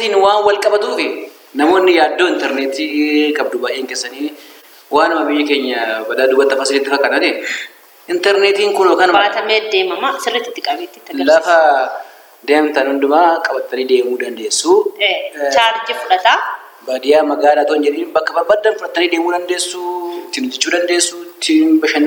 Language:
Oromo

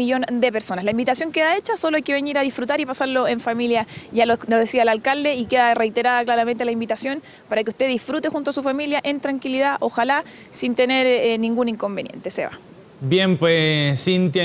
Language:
Spanish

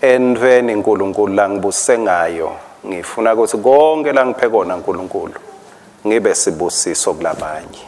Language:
Swati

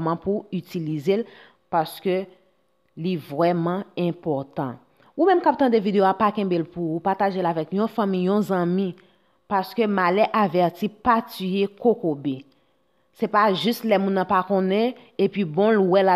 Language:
Haitian Creole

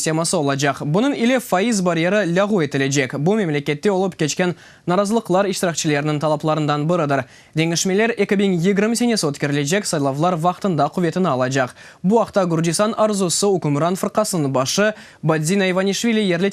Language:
Crimean Tatar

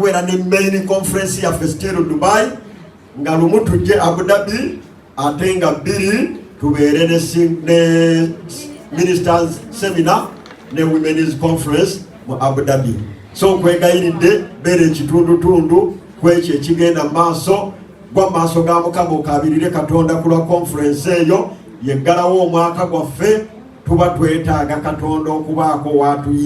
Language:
Ganda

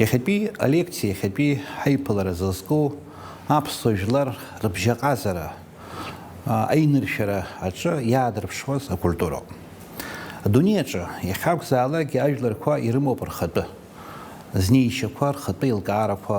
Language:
Abkhazian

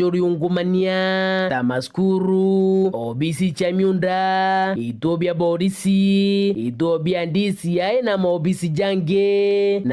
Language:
Meru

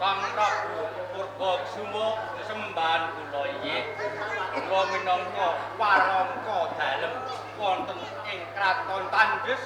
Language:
Javanese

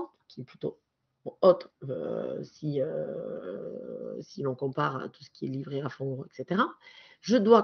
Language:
French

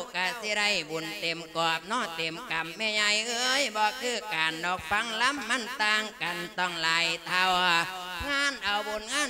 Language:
Lao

